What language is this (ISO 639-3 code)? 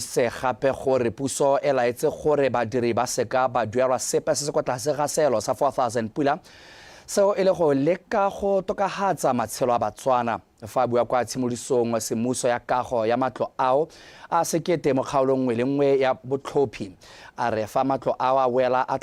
tsn